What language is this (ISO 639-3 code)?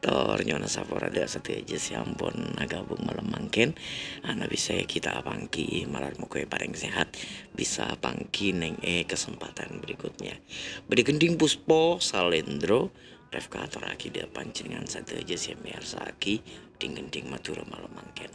mad